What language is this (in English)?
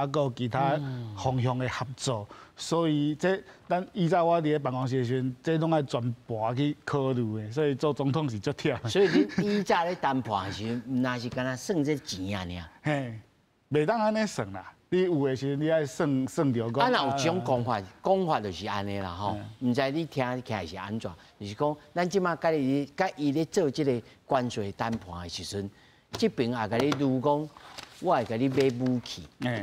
Min Nan Chinese